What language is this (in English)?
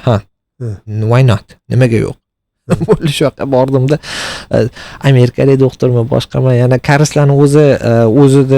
Uzbek